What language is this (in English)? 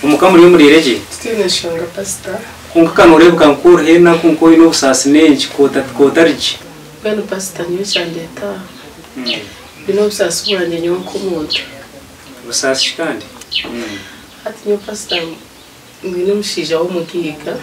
Nyankole